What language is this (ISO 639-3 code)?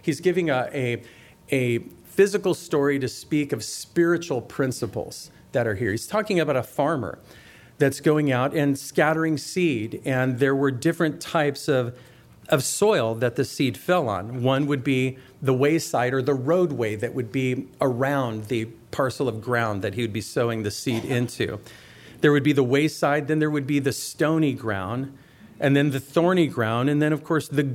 eng